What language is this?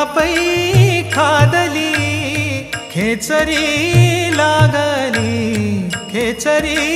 Marathi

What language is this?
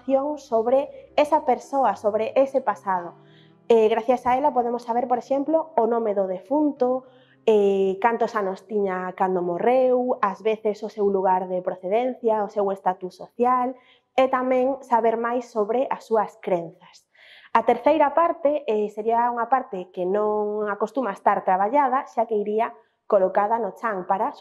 Galician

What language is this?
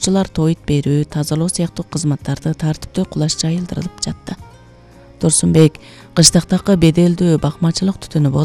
Kyrgyz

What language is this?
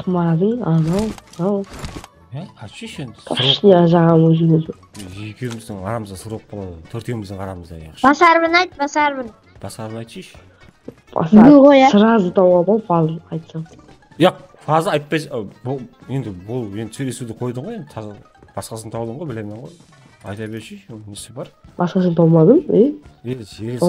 Kara-Kalpak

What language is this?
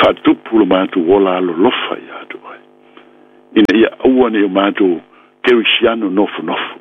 Samoan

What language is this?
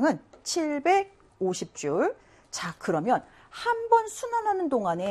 Korean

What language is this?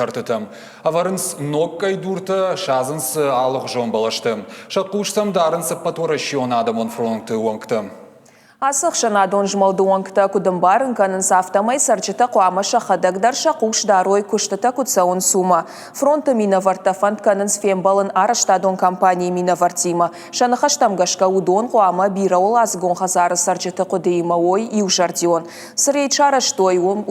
Ossetic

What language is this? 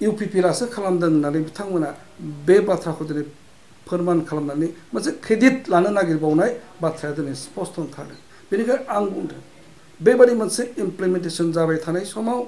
Bodo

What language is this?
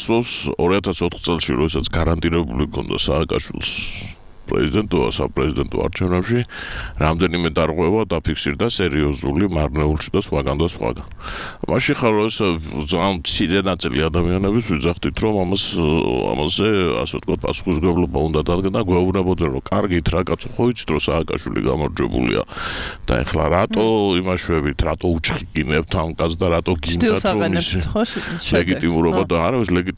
Georgian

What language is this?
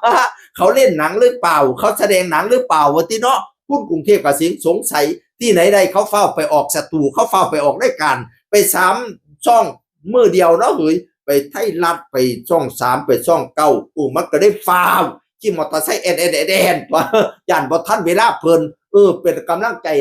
Northeastern Thai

